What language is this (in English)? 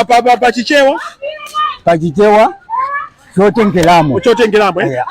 Nyanja